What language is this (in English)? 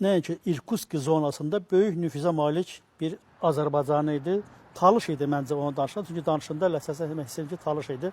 Azerbaijani